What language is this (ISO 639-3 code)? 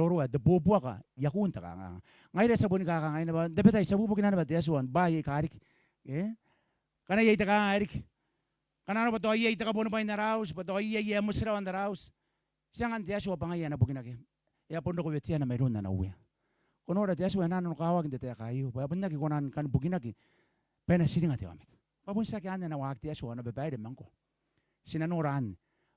gil